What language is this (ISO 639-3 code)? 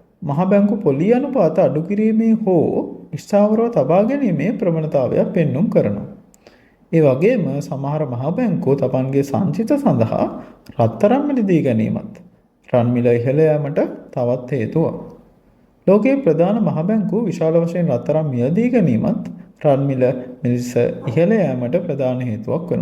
sin